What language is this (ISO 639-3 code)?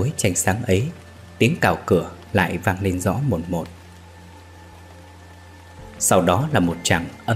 vie